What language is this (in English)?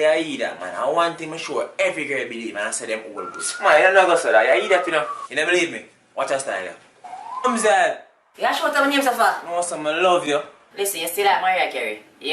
Jamaican Creole English